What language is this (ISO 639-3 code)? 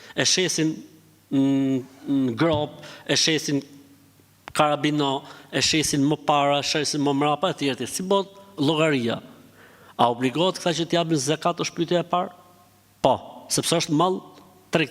sqi